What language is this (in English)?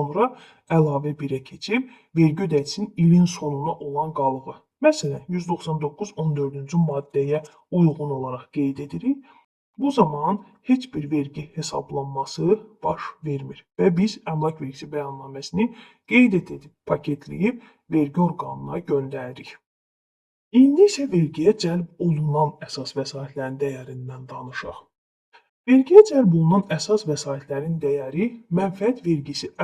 Azerbaijani